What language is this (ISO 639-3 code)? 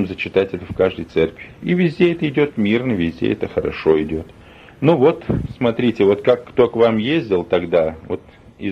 rus